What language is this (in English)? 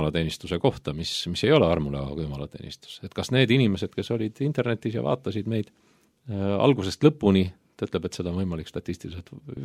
Estonian